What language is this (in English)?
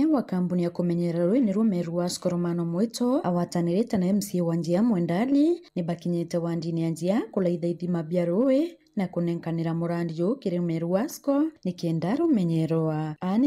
Meru